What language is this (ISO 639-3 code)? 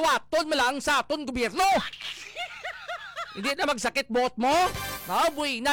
hil